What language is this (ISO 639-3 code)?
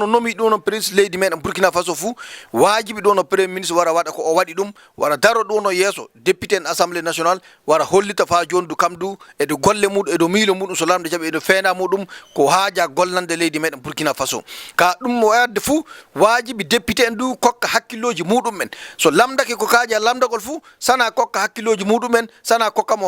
ful